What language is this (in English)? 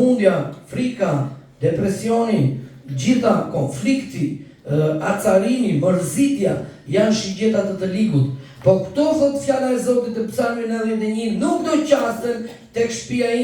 Albanian